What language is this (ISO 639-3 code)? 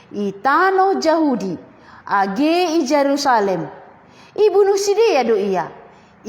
bts